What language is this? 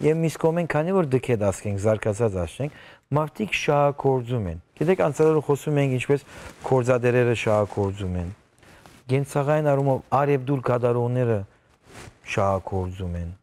Western Armenian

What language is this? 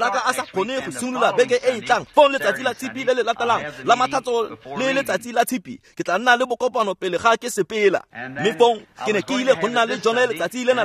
Tswana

